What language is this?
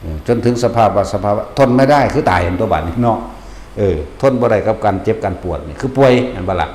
Northeastern Thai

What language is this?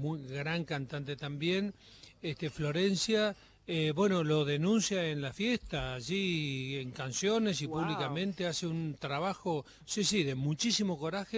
Spanish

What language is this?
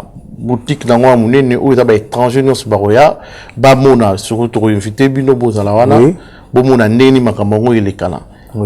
Lingala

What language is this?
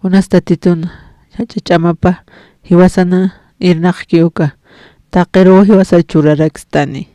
Aymara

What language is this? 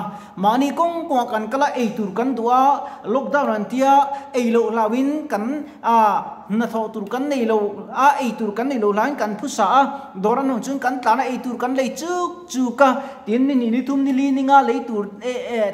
Mizo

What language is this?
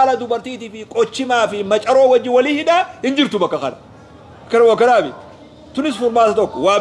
Oromo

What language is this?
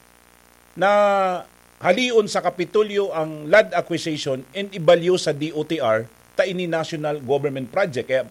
Bikol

